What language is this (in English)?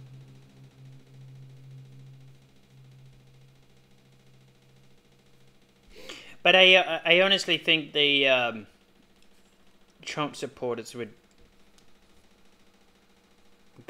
English